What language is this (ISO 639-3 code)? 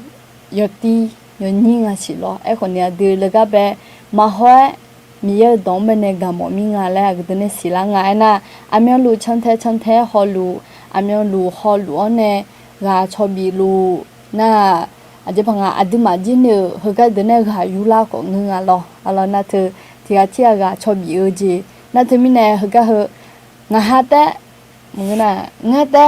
ahk